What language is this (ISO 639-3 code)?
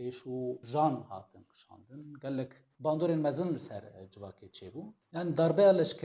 kur